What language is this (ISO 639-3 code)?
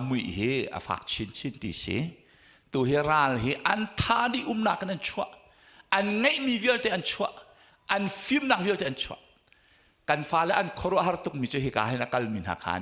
cnh